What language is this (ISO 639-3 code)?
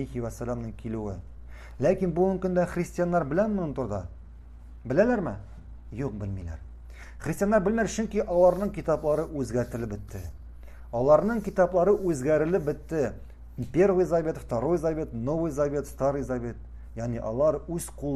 tat